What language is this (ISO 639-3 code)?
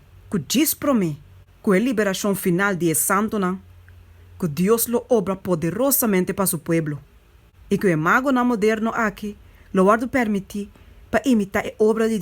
pap